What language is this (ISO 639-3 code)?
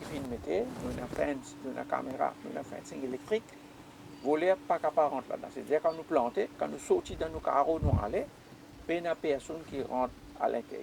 mfe